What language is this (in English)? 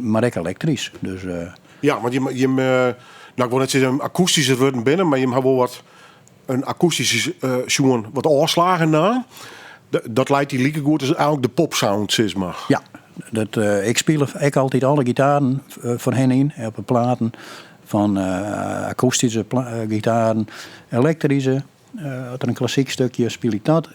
Western Frisian